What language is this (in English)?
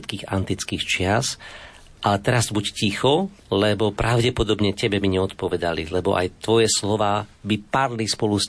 Slovak